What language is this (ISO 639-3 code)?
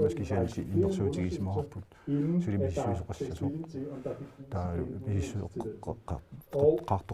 kal